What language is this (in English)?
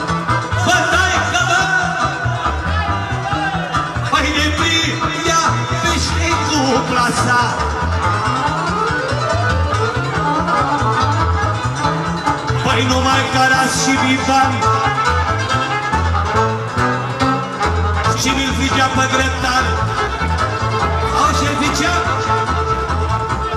Romanian